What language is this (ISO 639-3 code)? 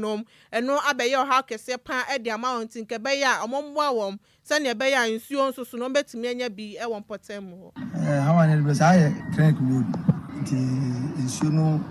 aka